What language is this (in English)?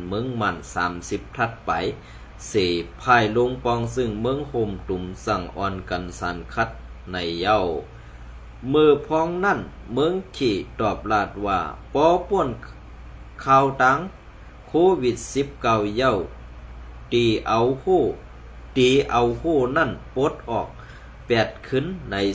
Shan